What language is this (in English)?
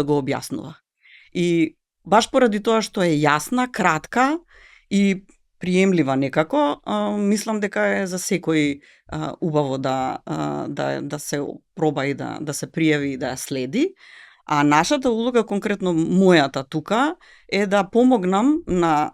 Macedonian